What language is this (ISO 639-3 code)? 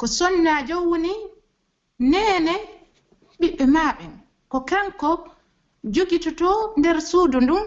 fuf